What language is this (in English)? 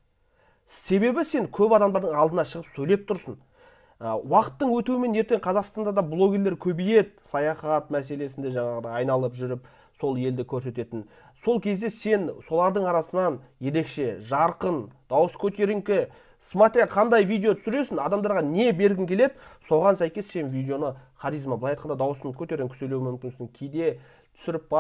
Kazakh